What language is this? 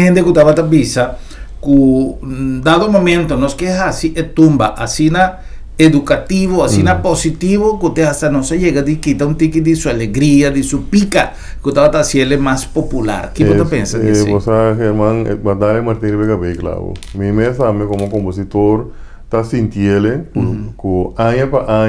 Papiamento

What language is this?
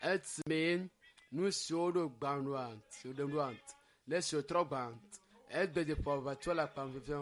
Ewe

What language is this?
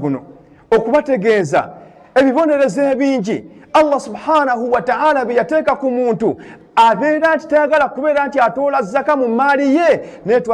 Ganda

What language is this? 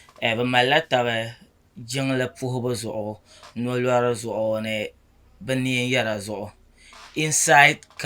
Dagbani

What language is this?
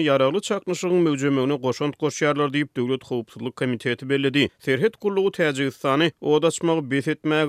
Turkmen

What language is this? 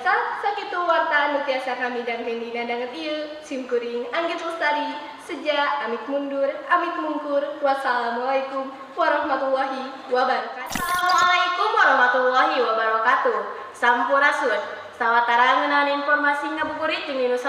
Sundanese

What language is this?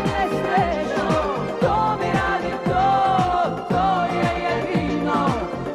Serbian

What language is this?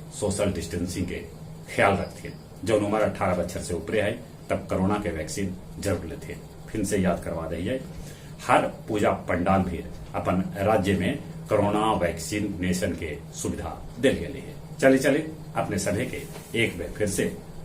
Magahi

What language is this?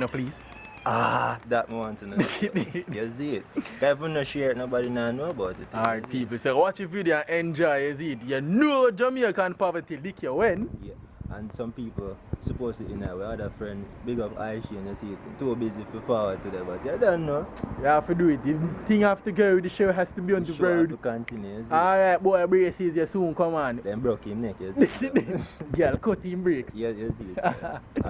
Jamaican Creole English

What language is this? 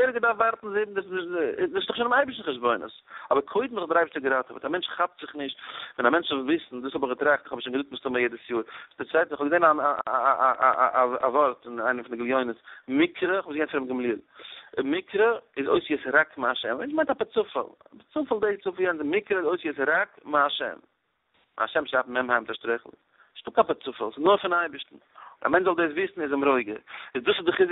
Yiddish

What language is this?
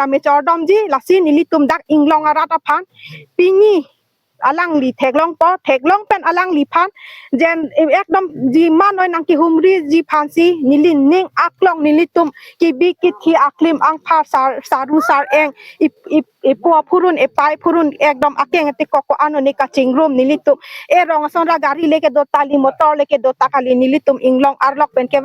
Karbi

